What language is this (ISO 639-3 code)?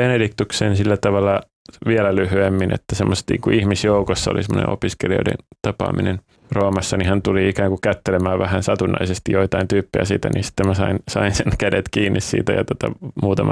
fin